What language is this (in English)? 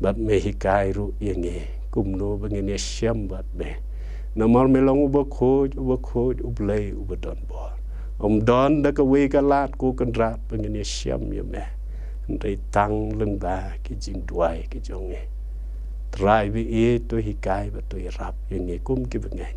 Khasi